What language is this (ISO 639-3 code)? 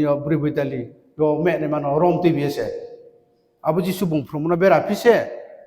ria